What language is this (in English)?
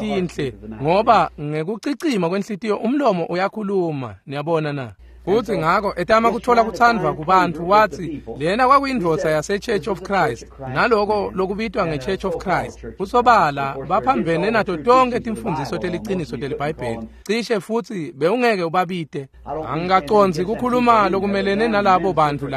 Swati